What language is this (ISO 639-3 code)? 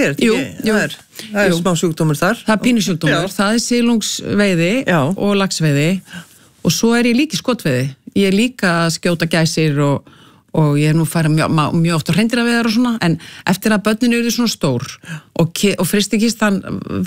isl